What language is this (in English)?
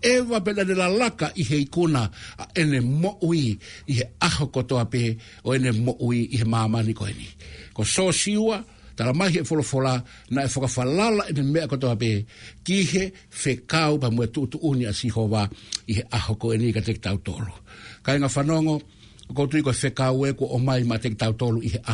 Tongan